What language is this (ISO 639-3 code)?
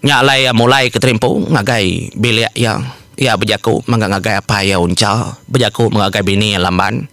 iba